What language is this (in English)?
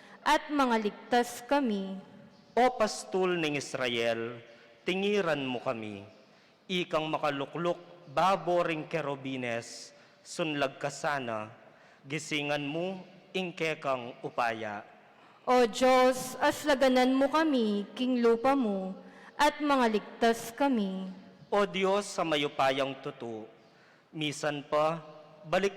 Pampanga